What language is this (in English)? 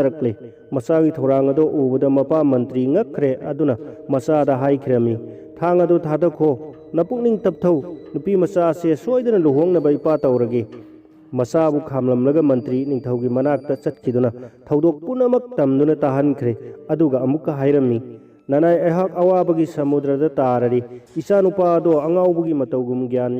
Manipuri